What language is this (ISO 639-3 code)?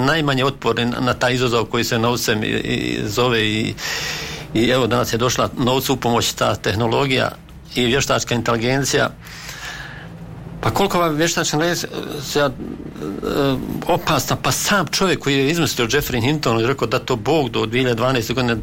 bos